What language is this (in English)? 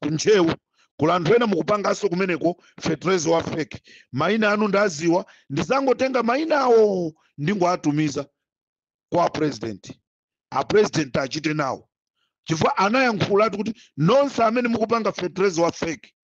Nyanja